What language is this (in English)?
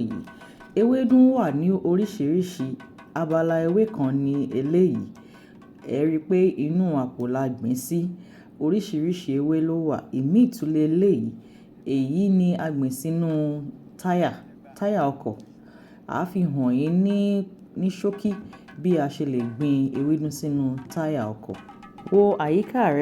Yoruba